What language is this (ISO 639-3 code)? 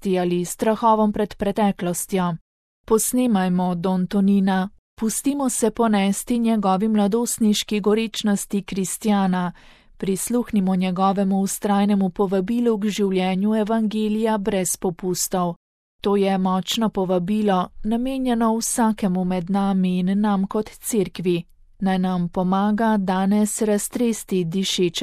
slv